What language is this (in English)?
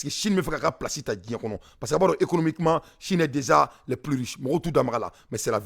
Bambara